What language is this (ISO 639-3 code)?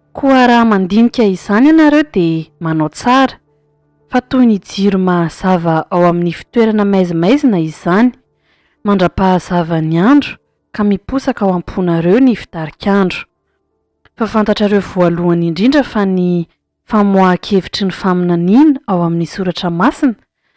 mlg